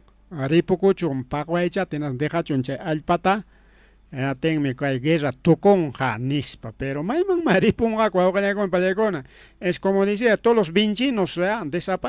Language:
Ayacucho Quechua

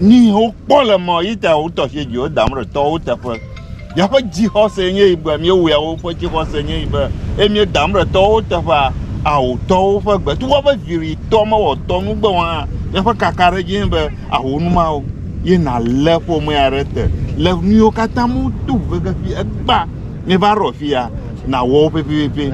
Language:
Ewe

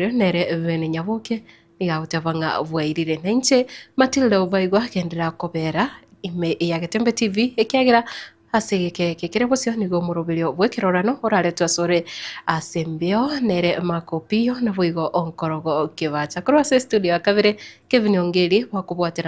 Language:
Gusii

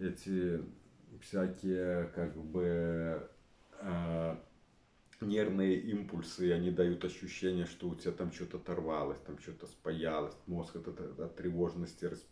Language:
Russian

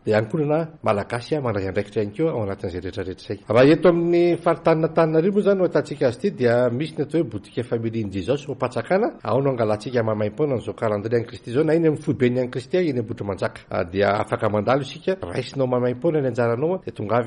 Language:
Malagasy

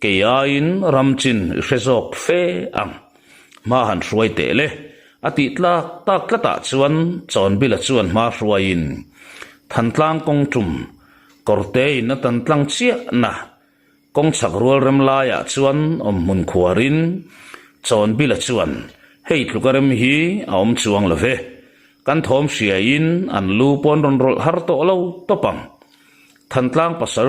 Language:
Mizo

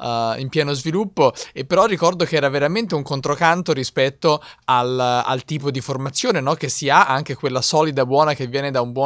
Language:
Italian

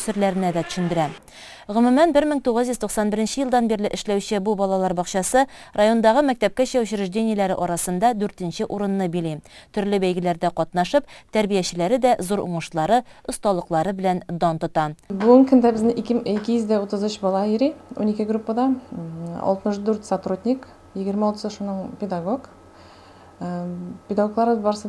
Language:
Tatar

